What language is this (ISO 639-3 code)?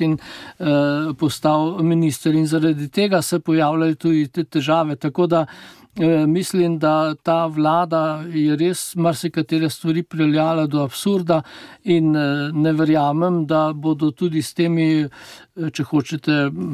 slv